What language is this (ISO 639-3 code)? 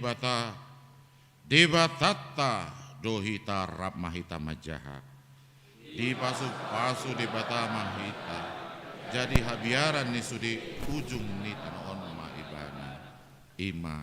bbc